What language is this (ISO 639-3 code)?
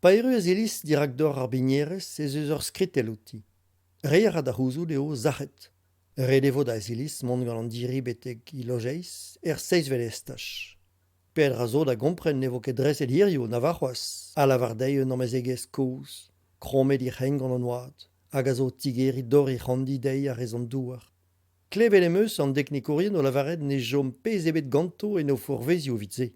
bre